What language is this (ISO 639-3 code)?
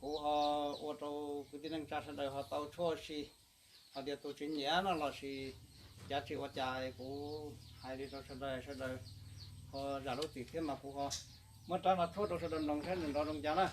hmn